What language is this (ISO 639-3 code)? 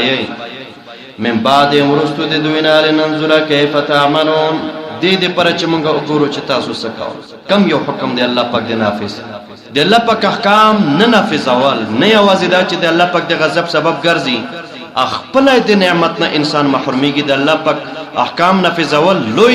pus